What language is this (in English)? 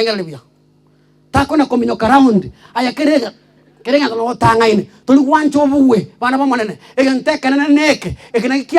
Gusii